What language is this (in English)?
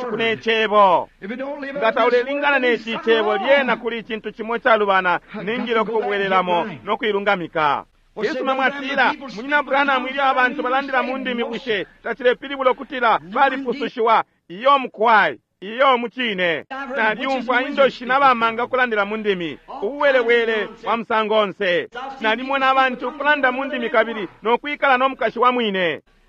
Bemba